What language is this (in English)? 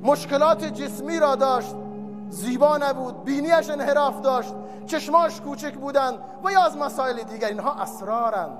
Tajik